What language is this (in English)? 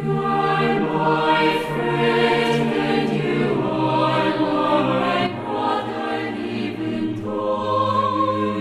Aymara